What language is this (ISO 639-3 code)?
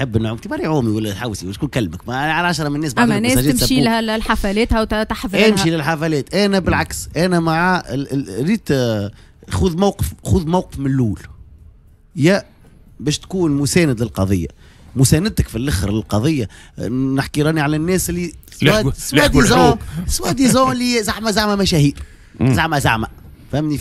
aeb